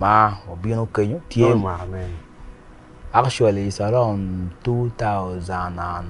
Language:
Acoli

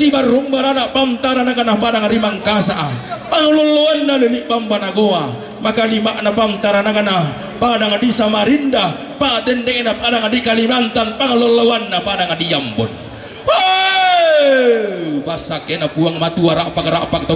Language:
Toraja-Sa'dan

